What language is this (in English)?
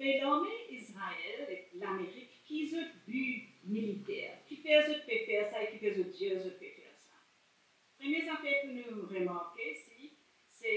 Morisyen